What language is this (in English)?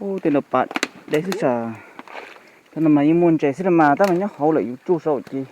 Hmong